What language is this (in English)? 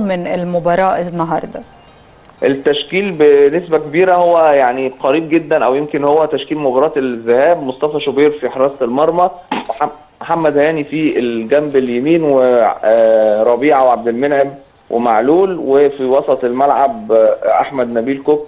Egyptian Arabic